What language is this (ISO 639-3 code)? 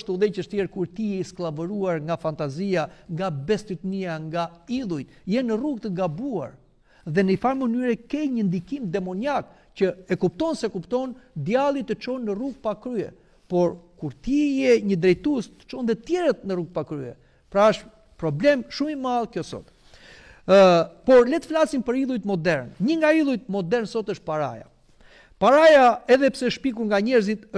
sqi